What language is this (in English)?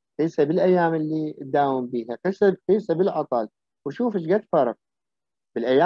Mesopotamian Arabic